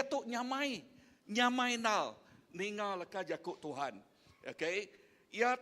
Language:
Iban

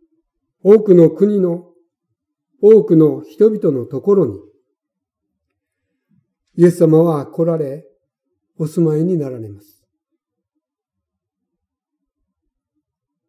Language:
Japanese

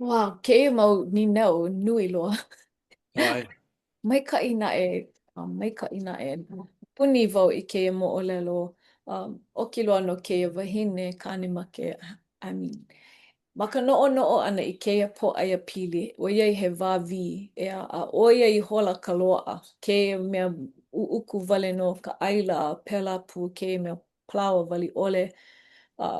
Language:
Hawaiian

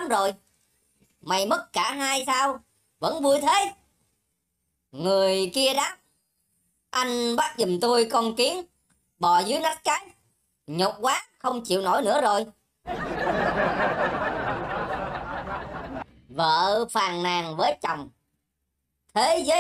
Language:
Vietnamese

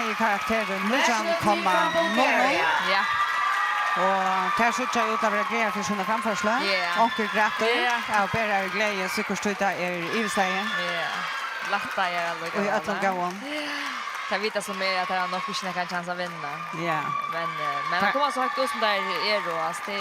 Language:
Faroese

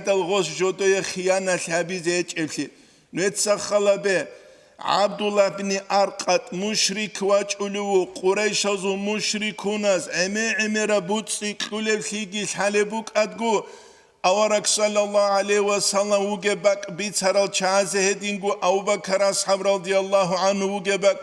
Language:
Avaric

